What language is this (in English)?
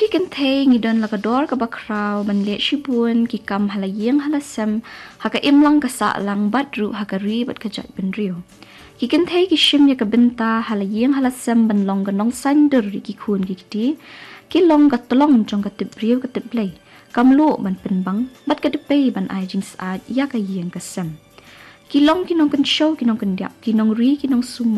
Khasi